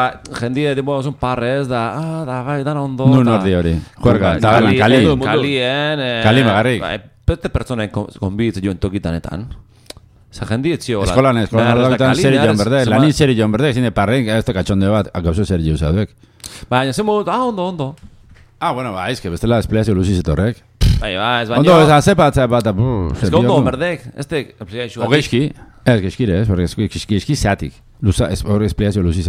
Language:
Basque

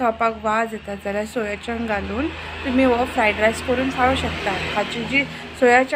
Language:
Konkani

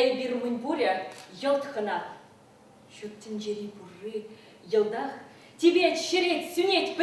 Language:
Chuvash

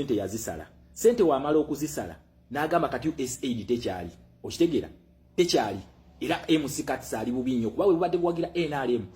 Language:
Ganda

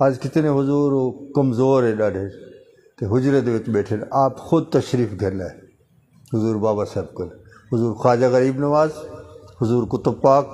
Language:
Saraiki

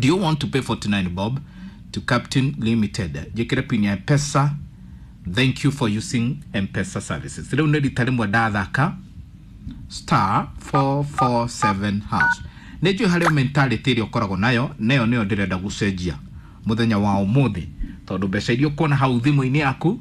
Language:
Kikuyu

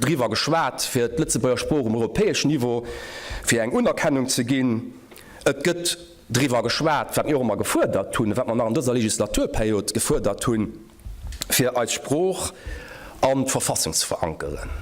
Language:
Luxembourgish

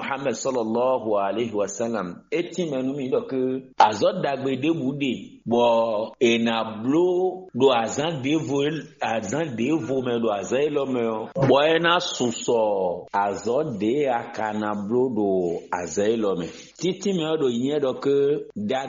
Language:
Fon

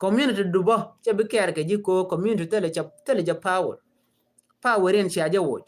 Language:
Nuer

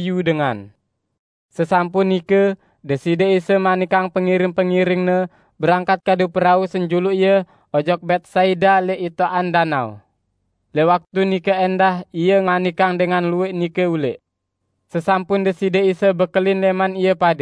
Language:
Sasak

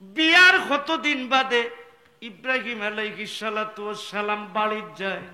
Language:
Sylheti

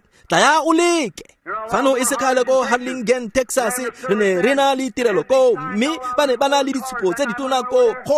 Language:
Tswana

